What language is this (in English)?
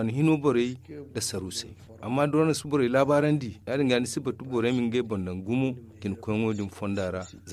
Zarma